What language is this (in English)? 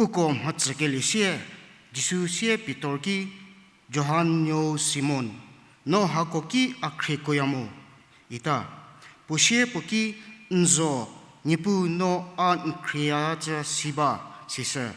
Angami Naga